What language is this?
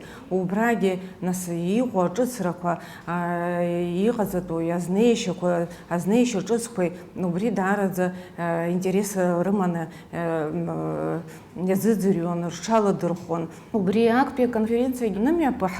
Abkhazian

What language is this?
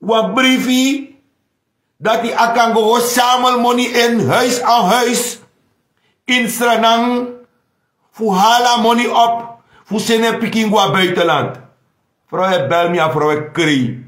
Sranan Tongo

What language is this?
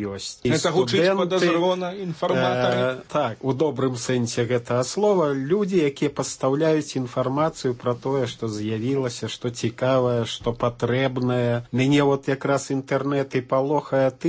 Belarusian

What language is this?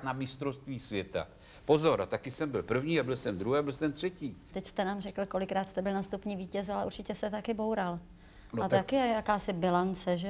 Czech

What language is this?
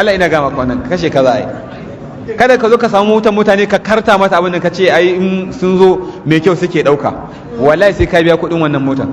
Hausa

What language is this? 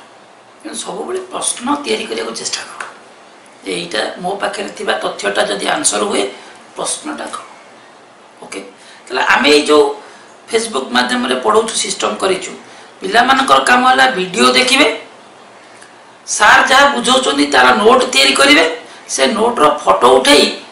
Odia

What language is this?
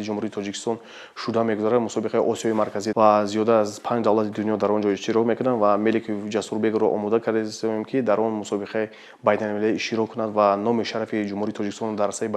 Tajik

